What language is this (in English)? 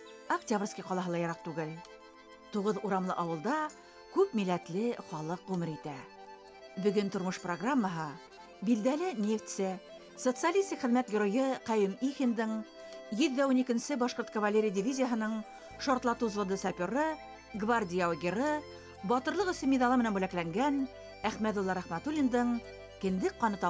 Bashkir